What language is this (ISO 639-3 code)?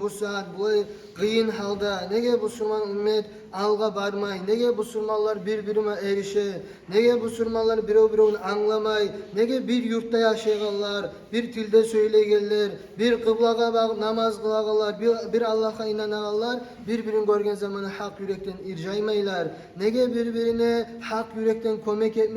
kum